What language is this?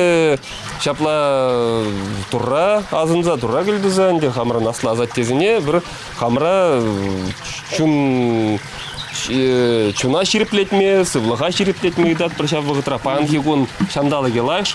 Chuvash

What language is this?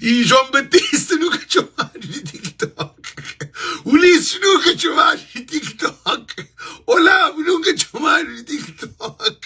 Kabuverdianu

